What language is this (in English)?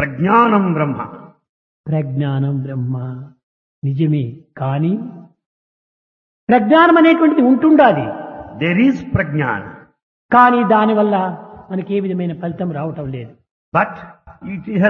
Telugu